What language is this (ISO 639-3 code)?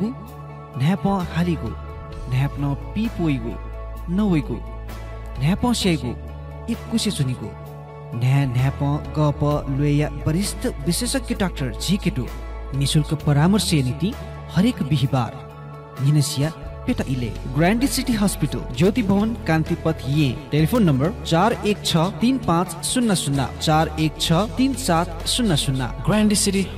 new